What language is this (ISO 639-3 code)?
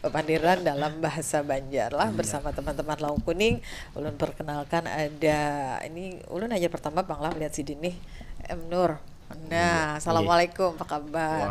bjn